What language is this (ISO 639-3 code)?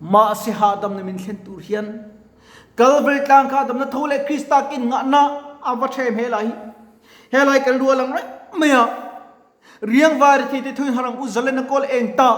lus